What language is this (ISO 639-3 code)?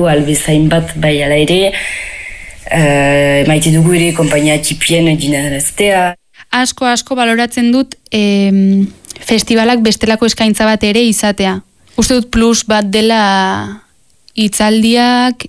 eus